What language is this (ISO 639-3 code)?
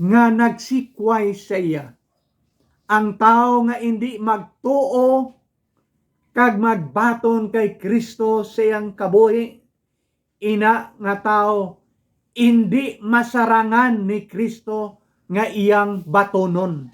hil